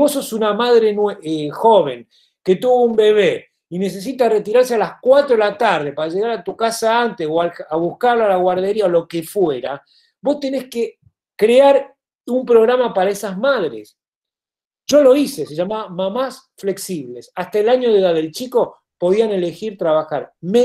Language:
Spanish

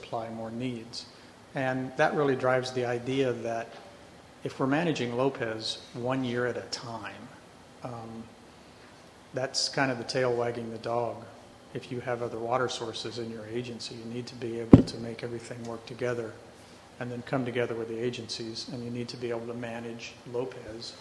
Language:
English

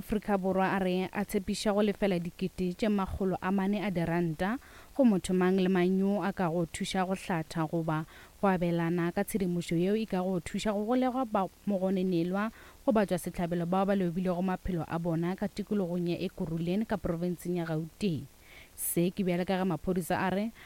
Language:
Northern Sotho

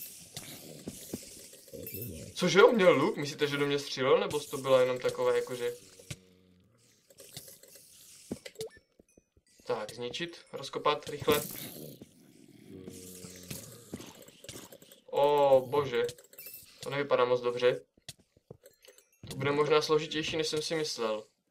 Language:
Czech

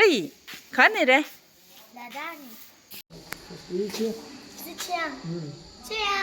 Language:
Tibetan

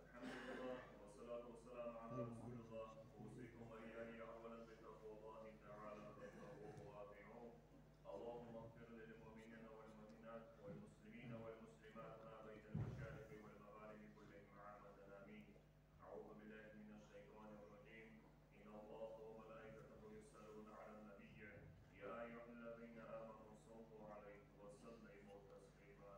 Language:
Ingush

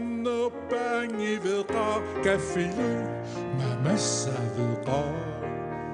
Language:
Kalaallisut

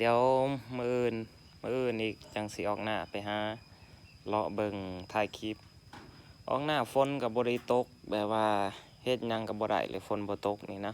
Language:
Lao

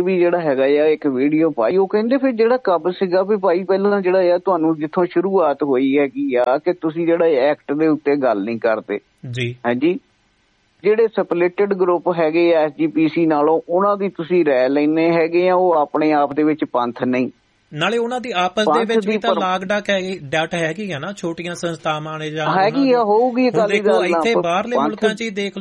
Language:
Punjabi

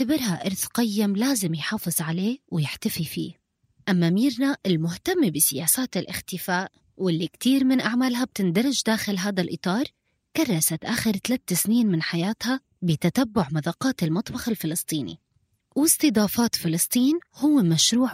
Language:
North Levantine Arabic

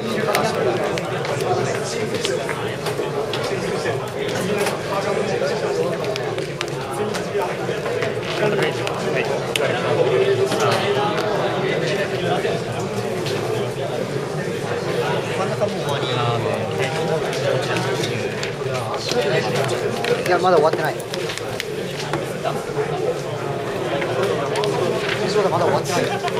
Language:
Japanese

